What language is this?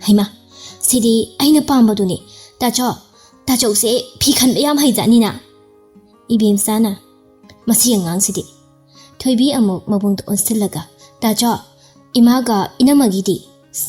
Manipuri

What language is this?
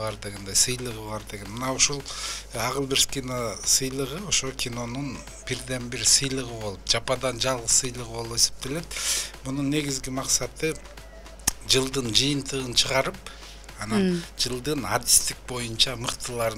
Kyrgyz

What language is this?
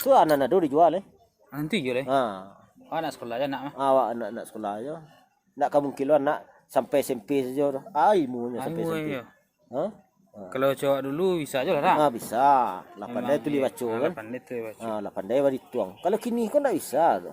Minangkabau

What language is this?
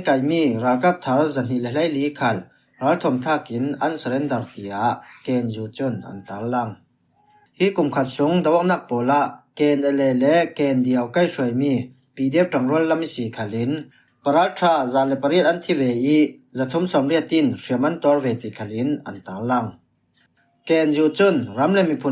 Falam Chin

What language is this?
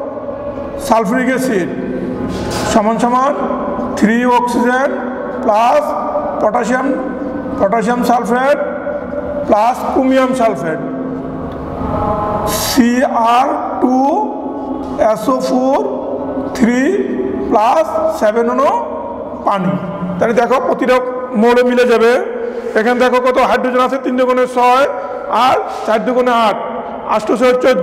Bangla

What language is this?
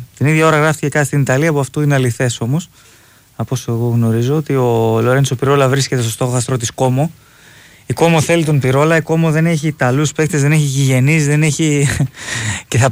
Greek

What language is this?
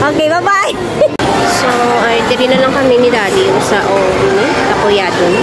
Hiligaynon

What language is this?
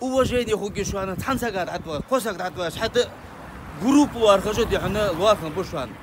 Ingush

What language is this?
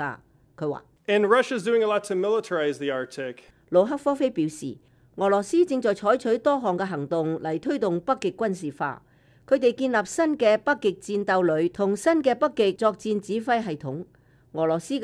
Cantonese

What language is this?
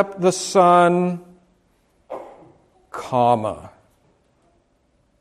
English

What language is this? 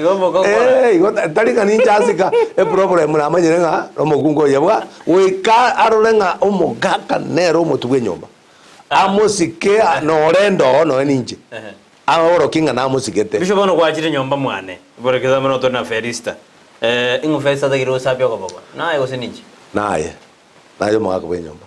Gusii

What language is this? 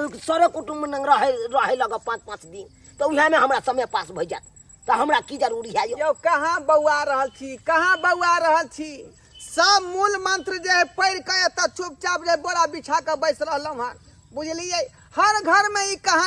Maithili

